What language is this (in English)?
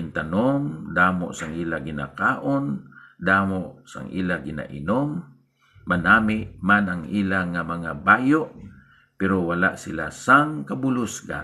Hiligaynon